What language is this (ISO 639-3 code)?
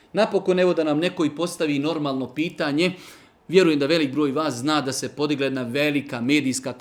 bos